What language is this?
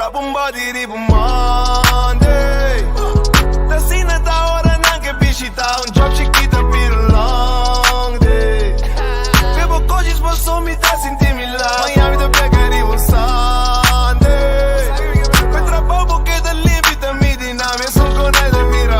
Papiamento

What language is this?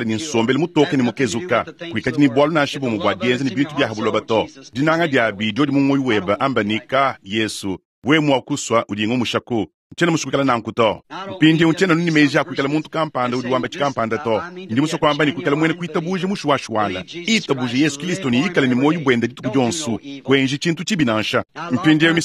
Luba-Lulua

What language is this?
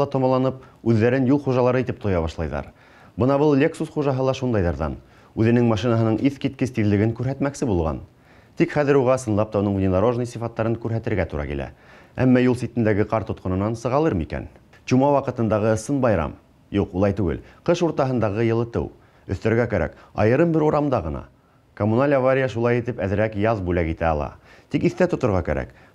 Bashkir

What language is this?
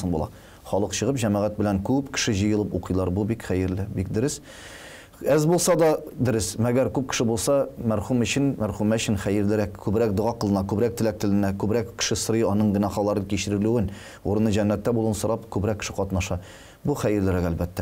Tatar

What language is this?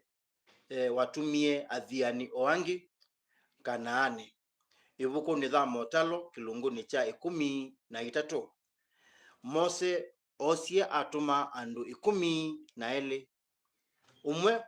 Kamba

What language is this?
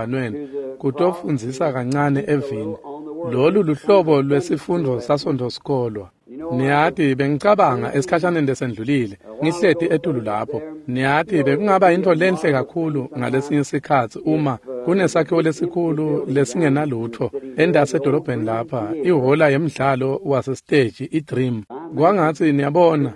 Swati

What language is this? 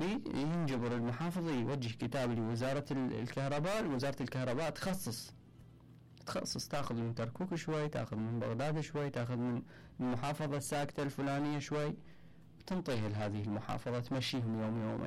Mesopotamian Arabic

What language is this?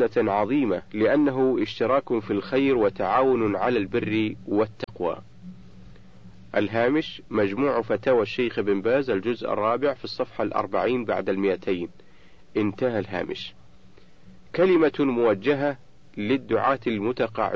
Arabic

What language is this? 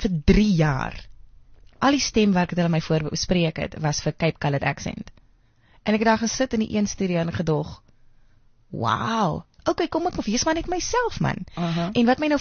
Afrikaans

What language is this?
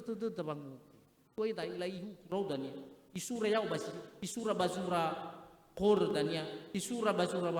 Nias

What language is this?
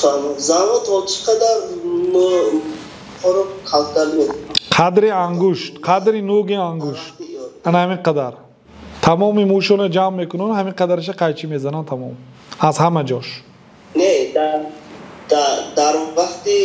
Tajik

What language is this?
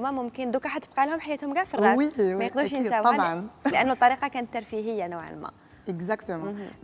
Algerian Arabic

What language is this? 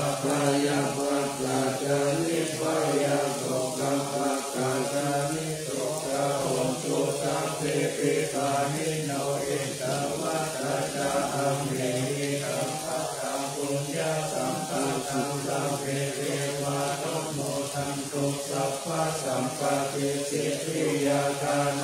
Pali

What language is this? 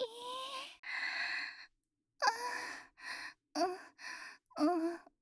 Japanese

